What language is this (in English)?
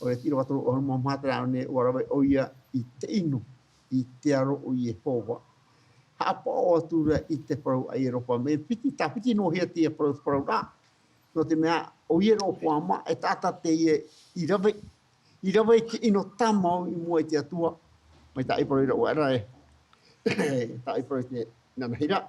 Tahitian